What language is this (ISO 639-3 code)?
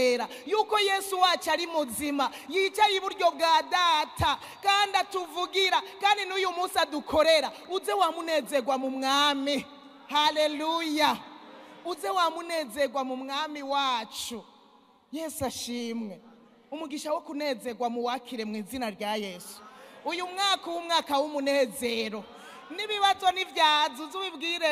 run